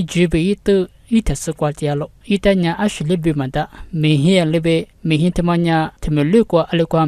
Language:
Lisu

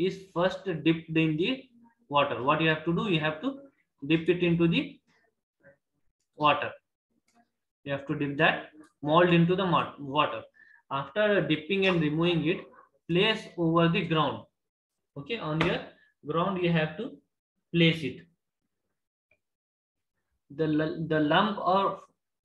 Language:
English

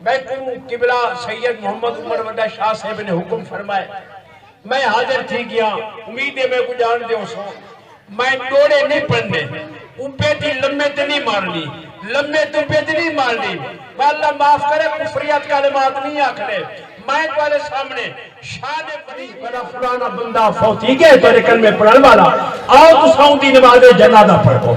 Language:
Saraiki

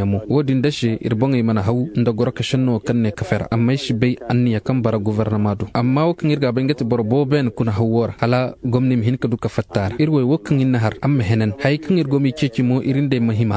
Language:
Koyraboro Senni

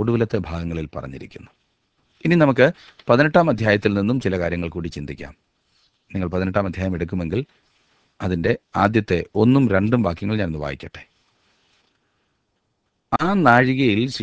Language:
Malayalam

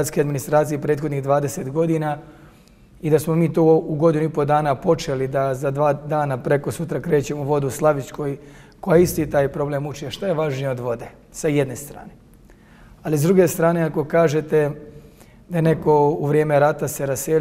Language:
Bosnian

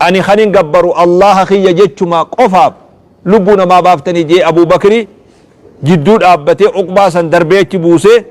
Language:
Oromo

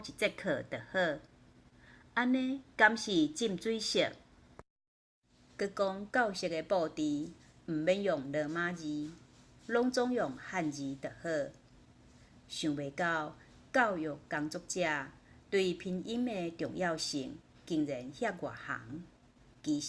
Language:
Min Nan Chinese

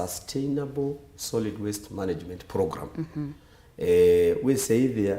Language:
Kamba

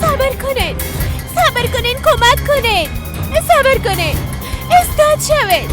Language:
Persian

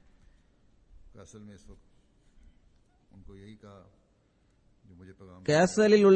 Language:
Tamil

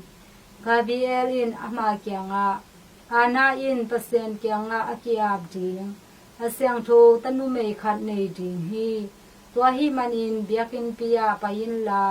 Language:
Tedim Chin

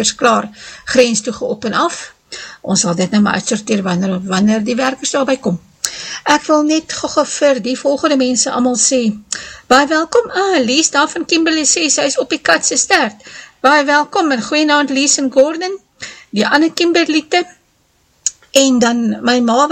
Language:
Afrikaans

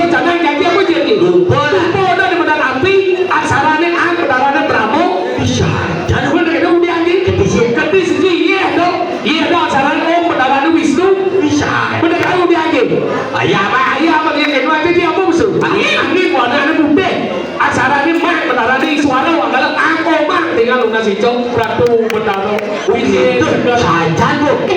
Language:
Balinese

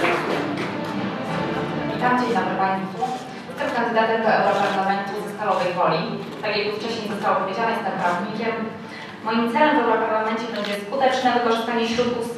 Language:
Polish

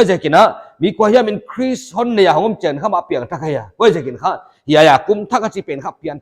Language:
Paite Chin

